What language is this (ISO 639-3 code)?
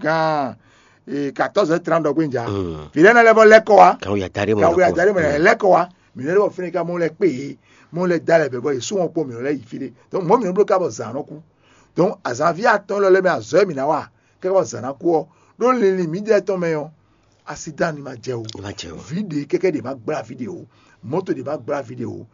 fon